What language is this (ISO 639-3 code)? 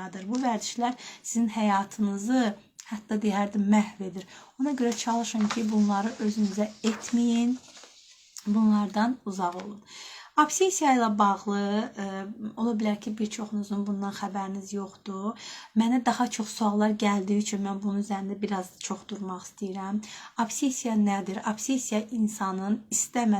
aze